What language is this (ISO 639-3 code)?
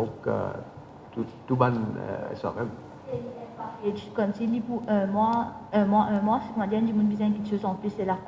mfe